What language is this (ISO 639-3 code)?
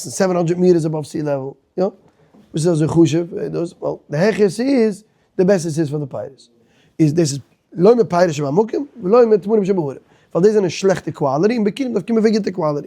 yid